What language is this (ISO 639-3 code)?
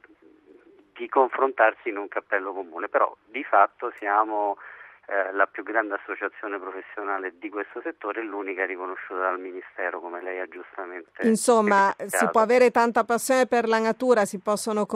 ita